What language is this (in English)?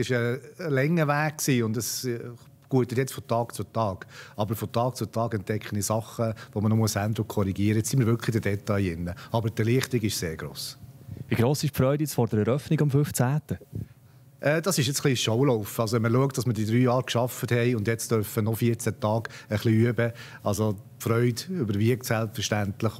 Swiss German